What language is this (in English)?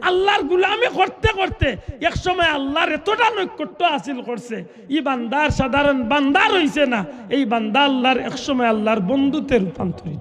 Sylheti